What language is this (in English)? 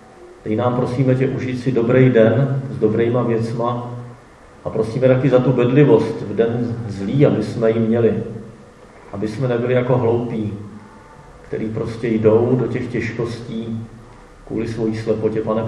Czech